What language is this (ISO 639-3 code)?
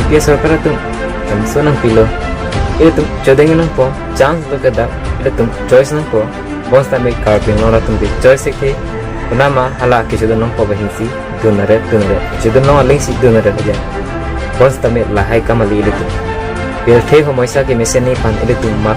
mjw